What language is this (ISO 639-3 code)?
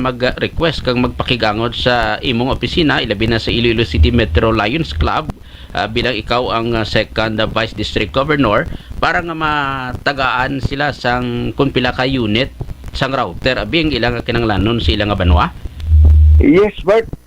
hil